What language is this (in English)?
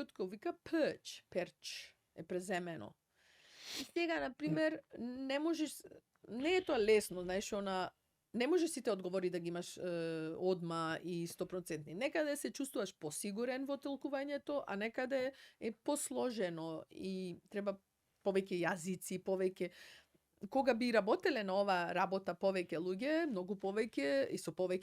Macedonian